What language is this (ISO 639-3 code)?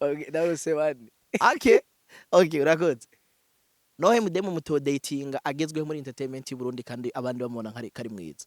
run